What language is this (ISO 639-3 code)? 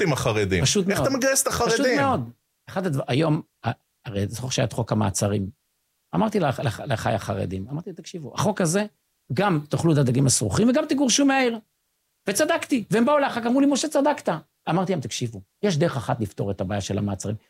heb